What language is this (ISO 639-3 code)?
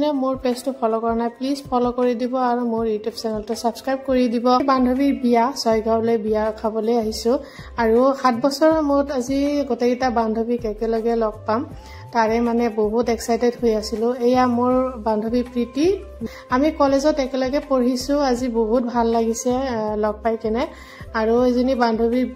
asm